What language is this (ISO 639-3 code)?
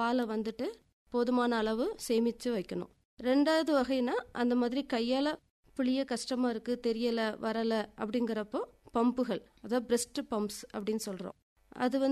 tam